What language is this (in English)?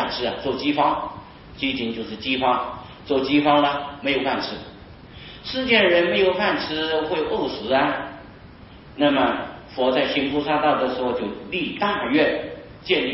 Chinese